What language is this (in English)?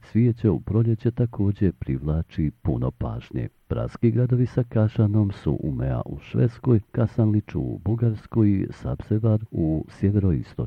Bosnian